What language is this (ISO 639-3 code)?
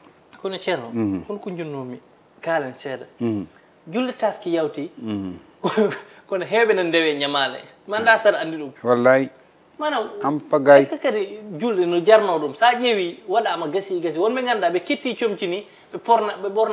ful